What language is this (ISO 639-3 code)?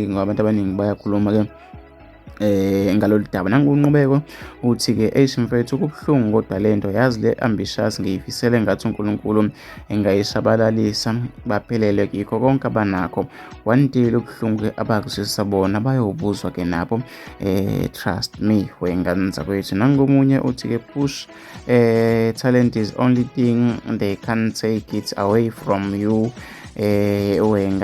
zul